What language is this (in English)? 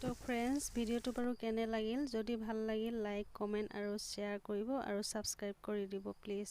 Assamese